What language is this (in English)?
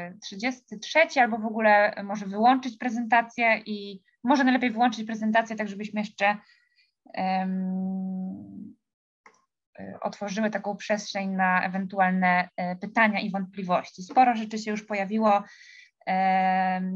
Polish